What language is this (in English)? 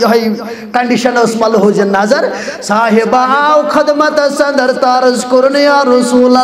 Kashmiri